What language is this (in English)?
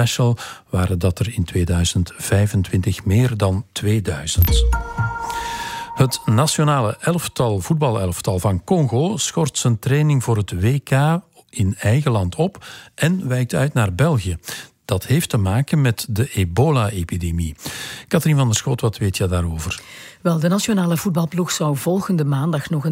Dutch